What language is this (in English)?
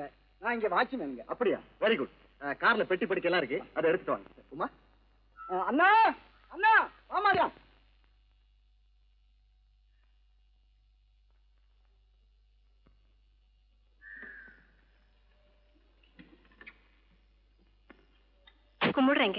Tamil